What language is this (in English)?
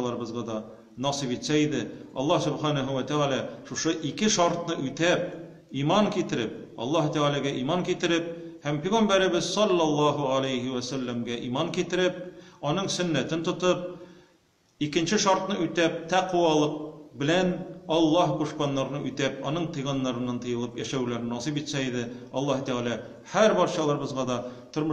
Tatar